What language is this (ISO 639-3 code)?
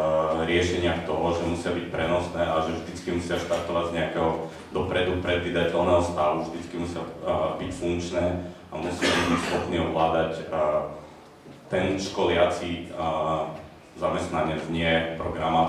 slk